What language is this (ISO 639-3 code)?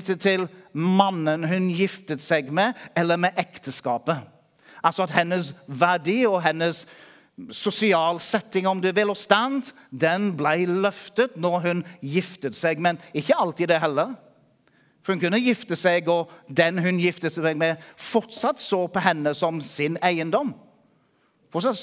nor